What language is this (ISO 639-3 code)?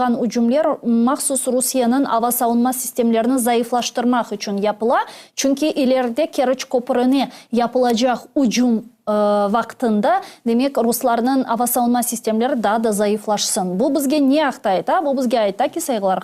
crh